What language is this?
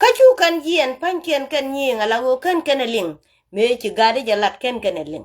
Nuer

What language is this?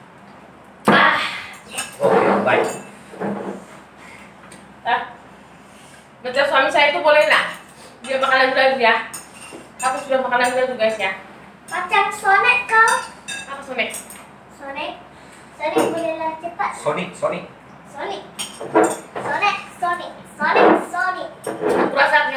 Malay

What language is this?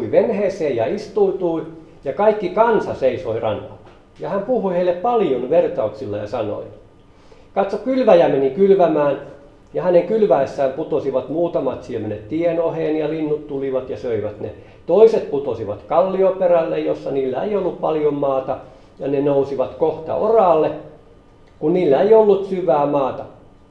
Finnish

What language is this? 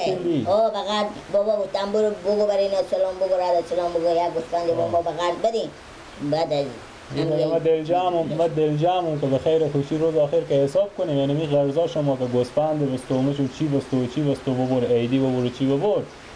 Persian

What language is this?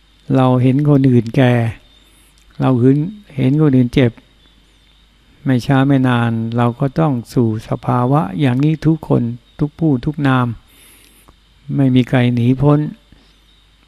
Thai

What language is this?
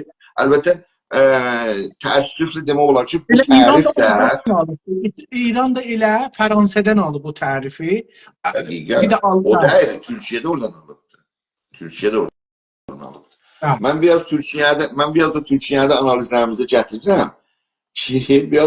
South Azerbaijani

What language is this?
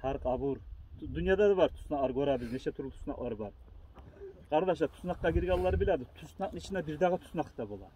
Kumyk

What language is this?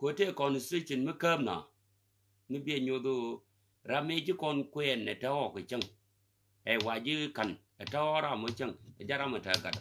Nuer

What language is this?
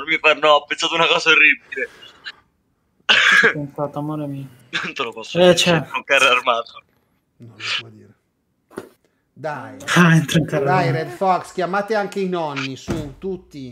Italian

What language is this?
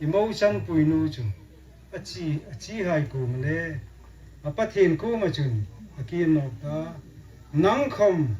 Hmar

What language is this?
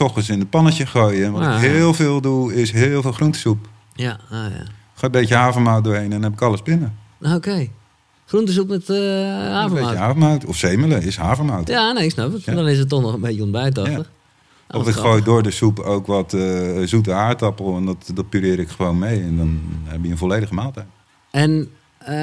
Dutch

